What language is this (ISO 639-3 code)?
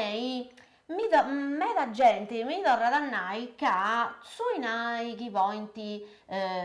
srd